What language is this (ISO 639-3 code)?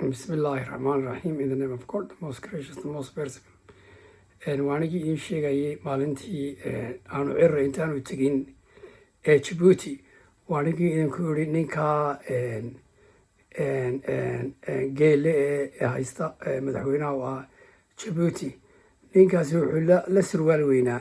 som